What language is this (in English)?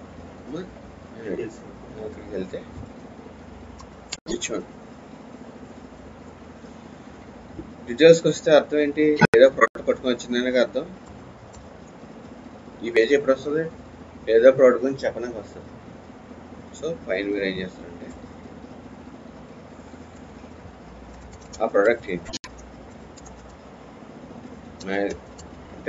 Telugu